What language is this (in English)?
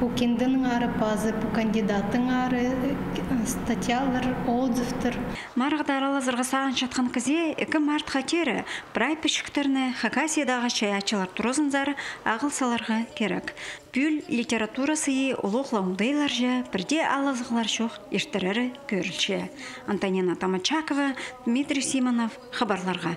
Khakas